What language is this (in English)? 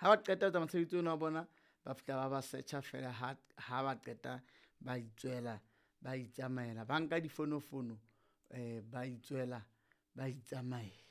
Southern Sotho